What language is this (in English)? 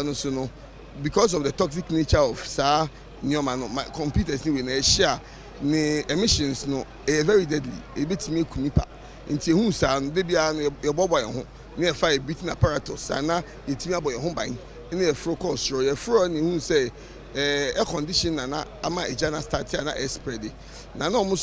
Akan